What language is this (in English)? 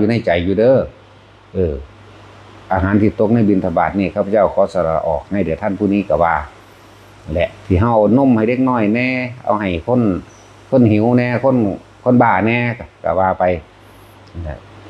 Northeastern Thai